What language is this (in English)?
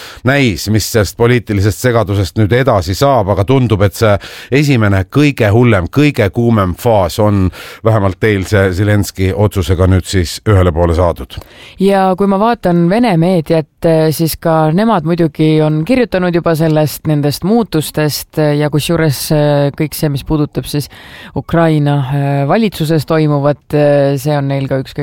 Estonian